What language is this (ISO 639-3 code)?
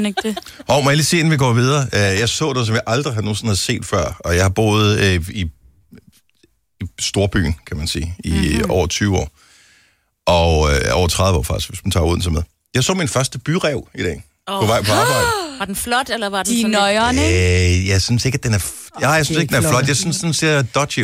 dan